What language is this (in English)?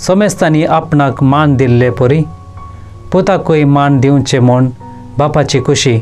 Konkani